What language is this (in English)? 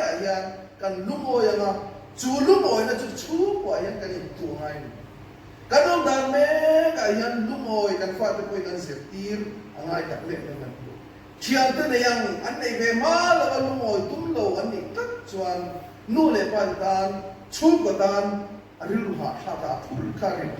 Mizo